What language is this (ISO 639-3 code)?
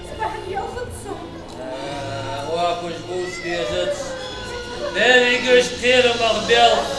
inh